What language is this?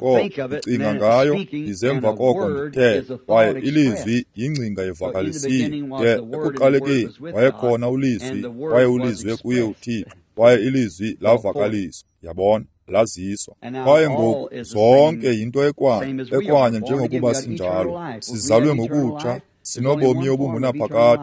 Xhosa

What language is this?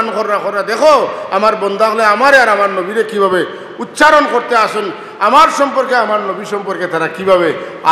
Sylheti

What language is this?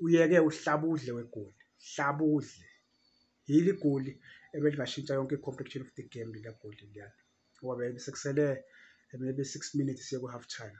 Zulu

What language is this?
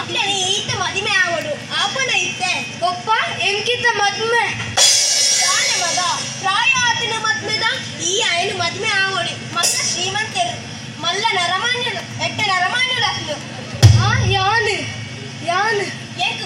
Tulu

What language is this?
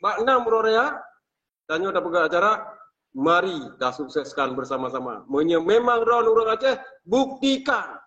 Achinese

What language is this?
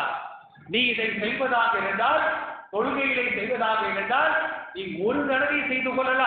Tamil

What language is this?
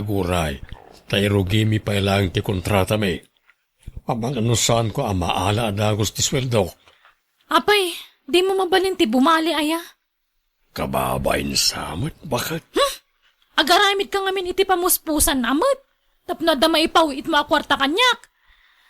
Iloko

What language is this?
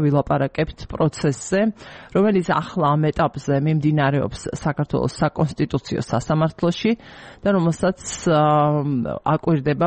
Georgian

